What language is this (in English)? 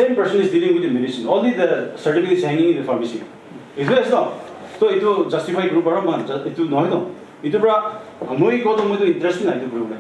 Naga Pidgin